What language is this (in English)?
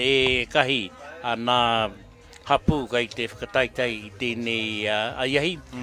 Māori